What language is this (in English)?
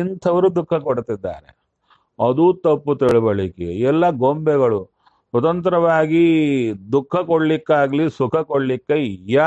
Kannada